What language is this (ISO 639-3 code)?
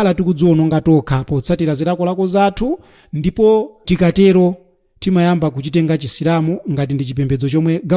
nya